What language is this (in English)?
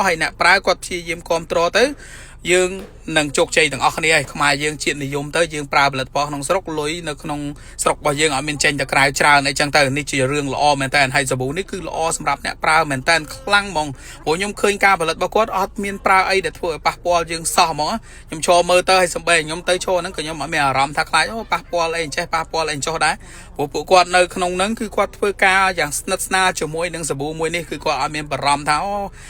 Khmer